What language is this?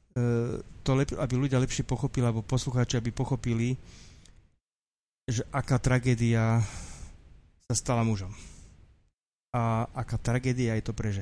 Slovak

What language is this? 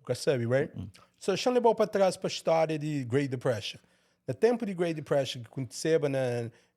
Kabuverdianu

